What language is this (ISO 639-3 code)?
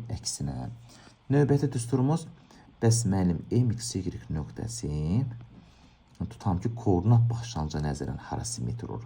aze